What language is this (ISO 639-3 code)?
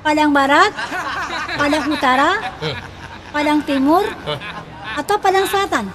min